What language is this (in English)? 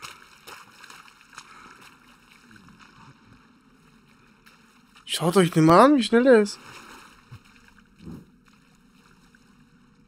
German